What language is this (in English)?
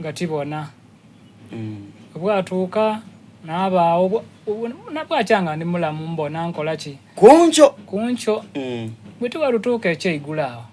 Soga